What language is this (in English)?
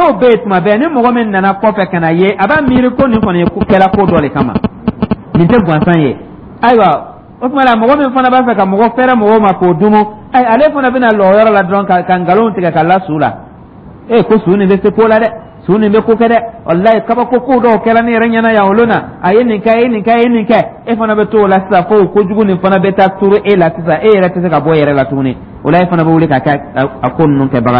Dyula